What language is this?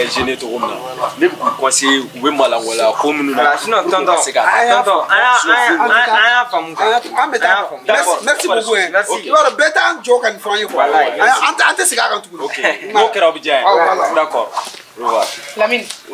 Bambara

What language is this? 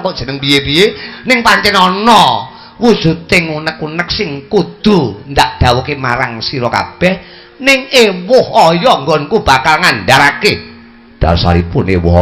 Javanese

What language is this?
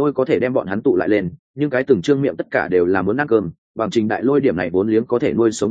Vietnamese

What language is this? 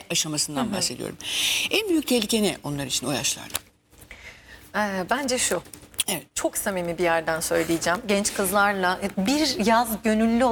Turkish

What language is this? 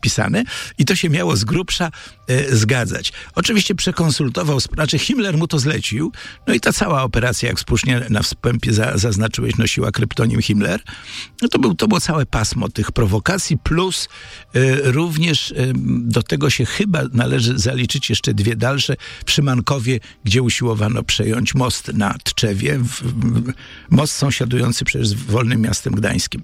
Polish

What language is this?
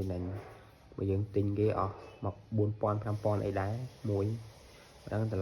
Khmer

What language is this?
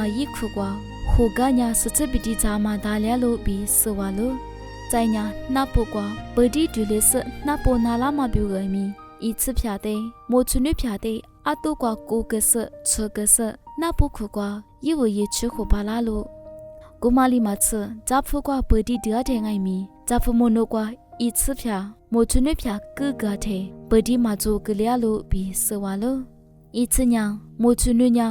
Lisu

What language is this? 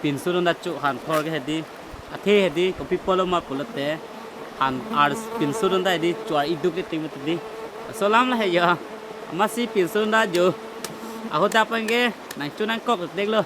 Karbi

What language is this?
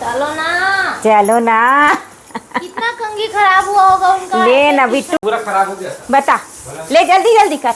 Chhattisgarhi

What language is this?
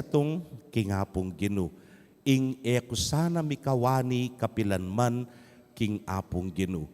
Pampanga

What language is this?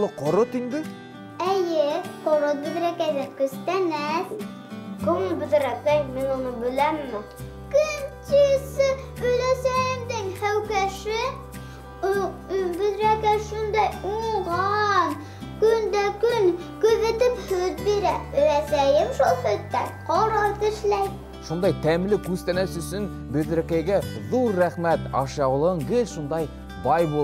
Bashkir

